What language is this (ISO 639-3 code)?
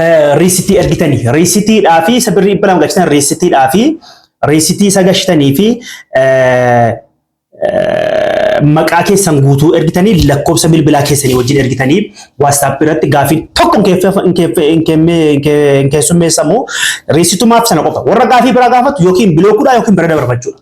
orm